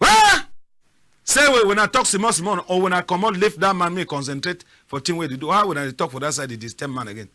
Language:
Cameroon Pidgin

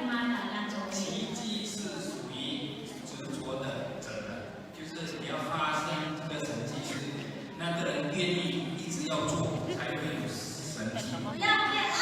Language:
Lahu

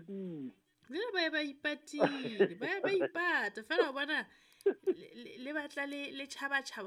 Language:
Southern Sotho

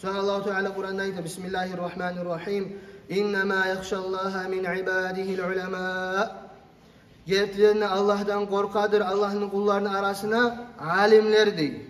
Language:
Kumyk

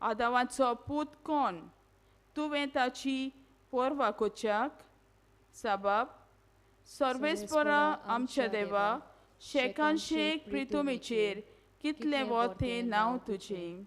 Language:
Konkani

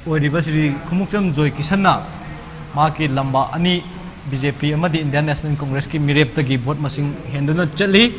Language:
Manipuri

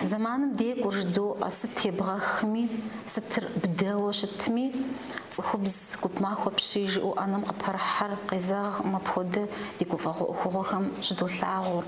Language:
Kabardian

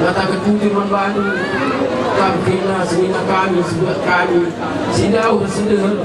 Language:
Batak Karo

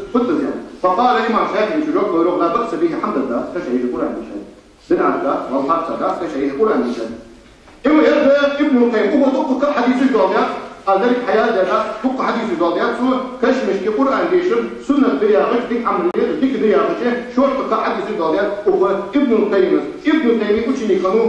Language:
Ingush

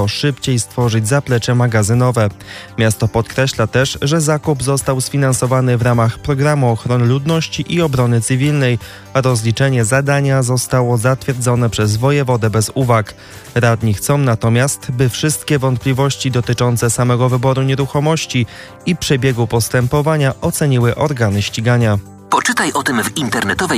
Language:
Polish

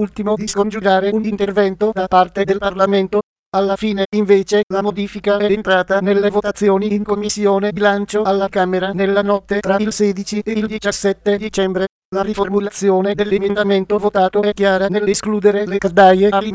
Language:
Italian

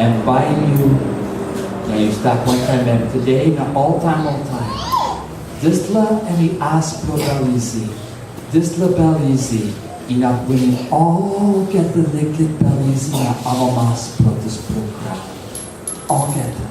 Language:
Tok Pisin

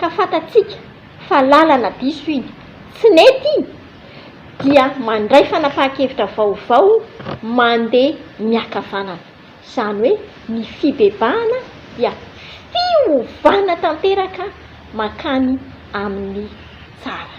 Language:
Malagasy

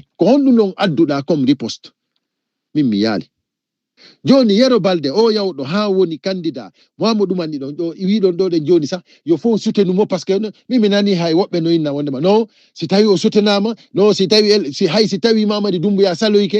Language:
Fula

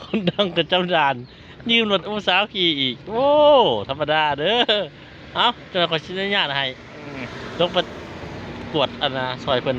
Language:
Lao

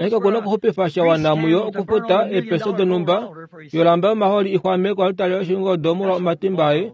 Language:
Kuanyama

